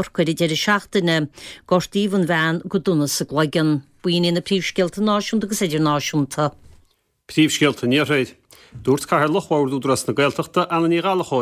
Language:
Irish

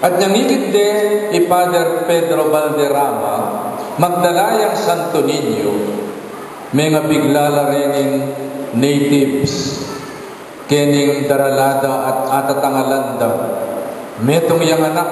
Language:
Pampanga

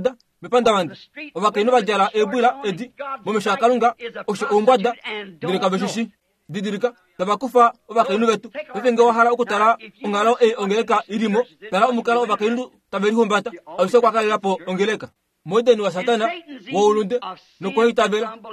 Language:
Kuanyama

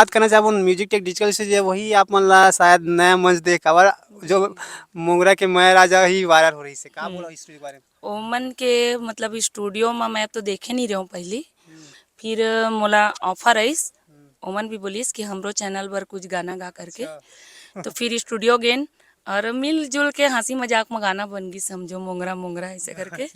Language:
Chhattisgarhi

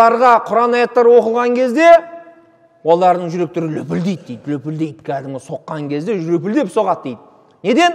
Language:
Kazakh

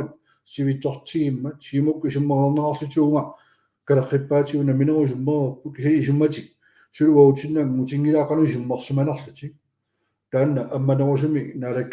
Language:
Kalaallisut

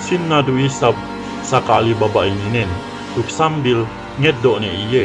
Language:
Yakan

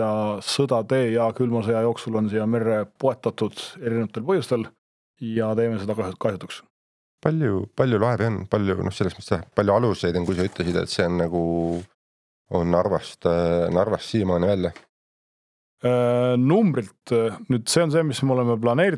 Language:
Estonian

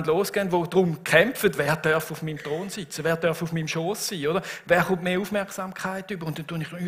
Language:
Swiss German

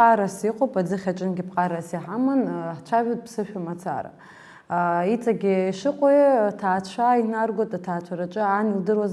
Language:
Abkhazian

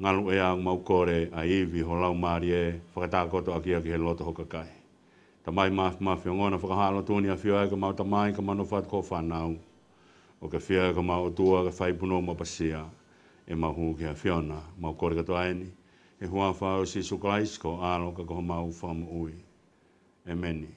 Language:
Tongan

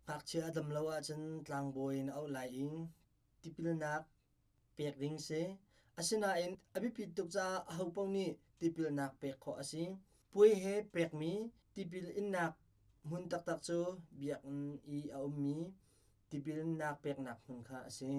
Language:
Hakha Chin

